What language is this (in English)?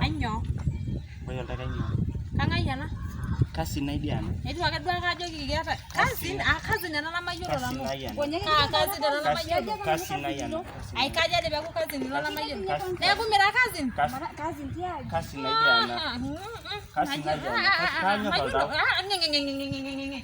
Masai